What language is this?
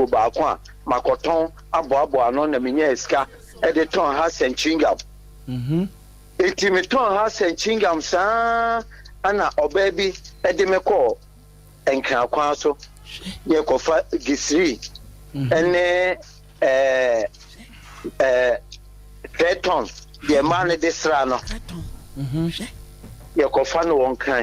Akan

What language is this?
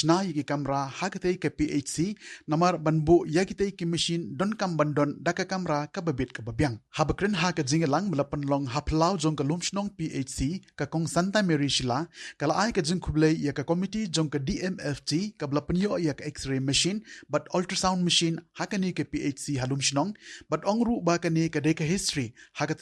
Khasi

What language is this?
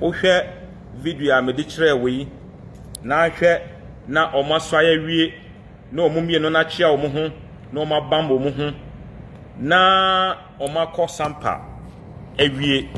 Akan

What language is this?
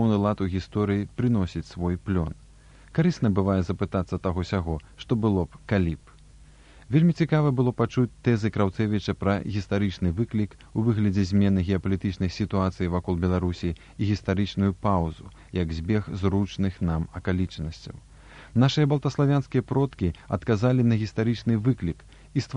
Belarusian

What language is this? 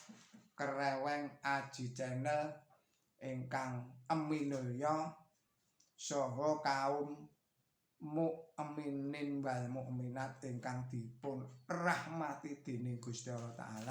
Javanese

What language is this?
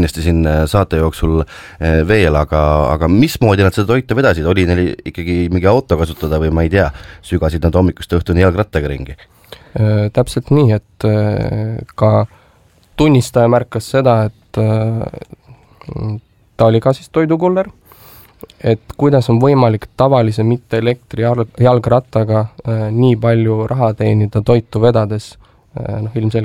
Estonian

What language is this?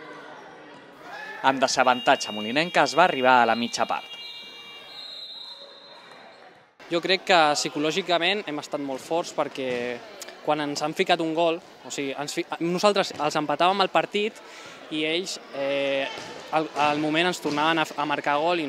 Catalan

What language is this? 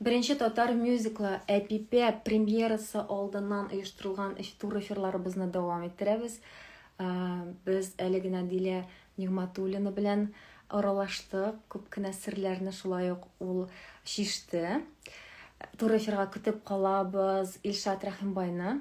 Tatar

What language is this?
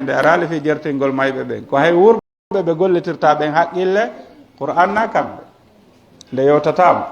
Pular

